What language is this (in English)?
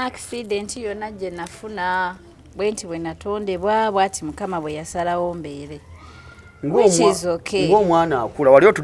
Ganda